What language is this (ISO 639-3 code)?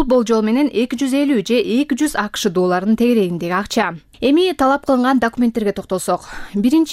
kir